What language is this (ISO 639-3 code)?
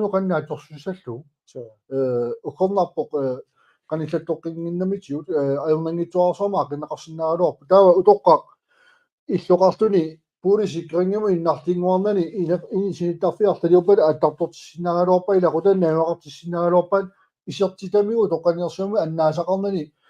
kal